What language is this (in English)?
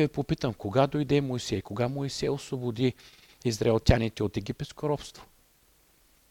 Bulgarian